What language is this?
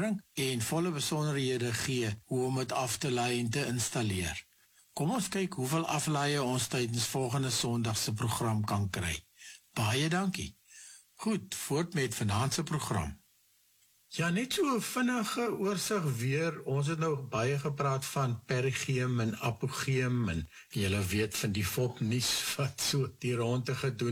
Afrikaans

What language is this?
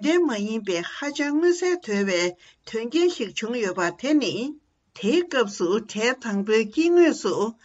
Tibetan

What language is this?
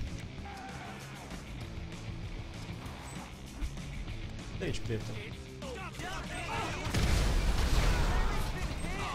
Romanian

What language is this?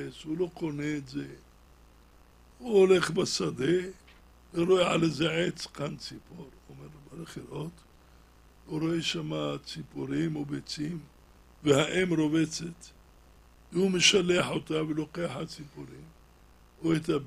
Hebrew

